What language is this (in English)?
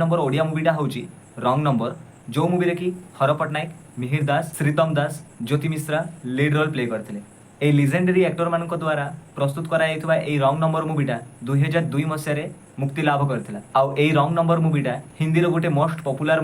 Odia